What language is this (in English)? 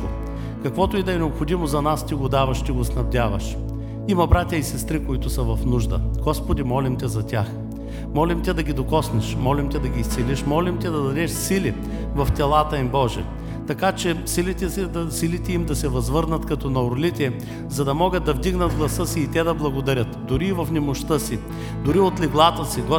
Bulgarian